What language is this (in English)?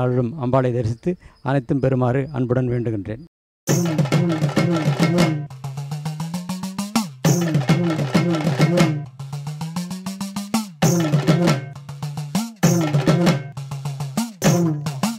Tamil